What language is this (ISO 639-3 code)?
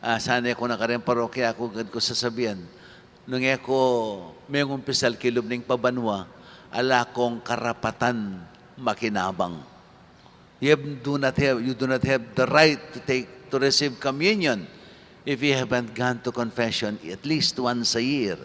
pam